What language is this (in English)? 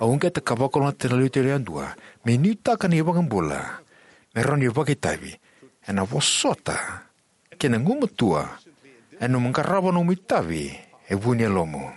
Fijian